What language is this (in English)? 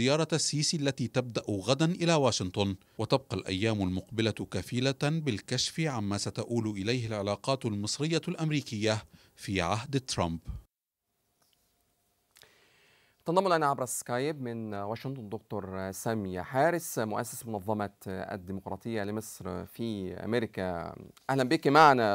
Arabic